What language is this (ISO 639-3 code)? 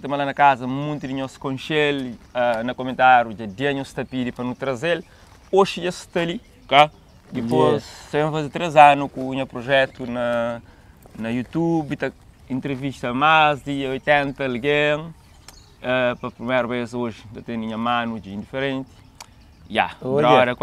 kea